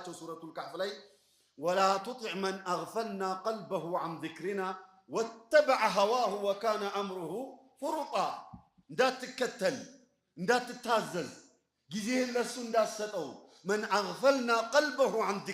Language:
Amharic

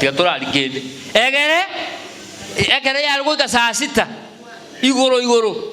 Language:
Gusii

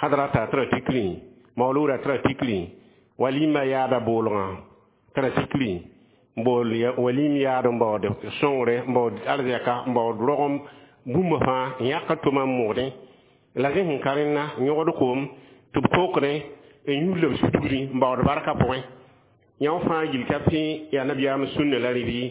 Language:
Mossi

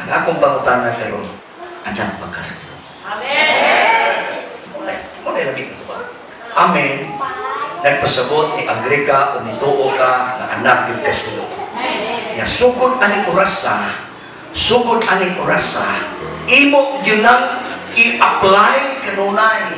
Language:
Cebuano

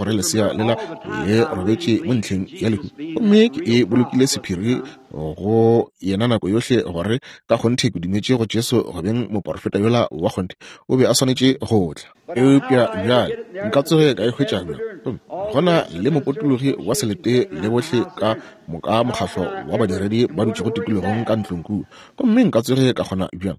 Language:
Northern Sotho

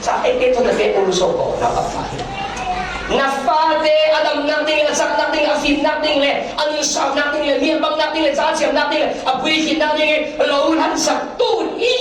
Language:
Falam Chin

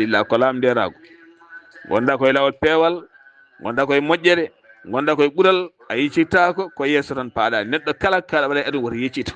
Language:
Fula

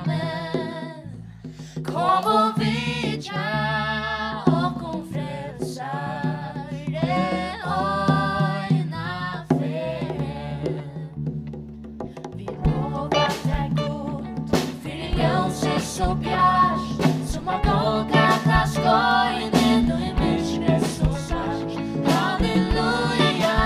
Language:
Faroese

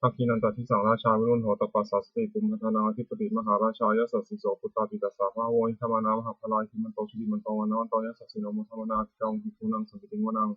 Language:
Pali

